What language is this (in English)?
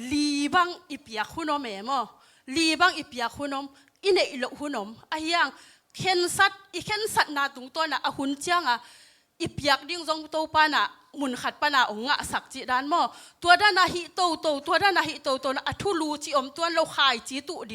Tedim Chin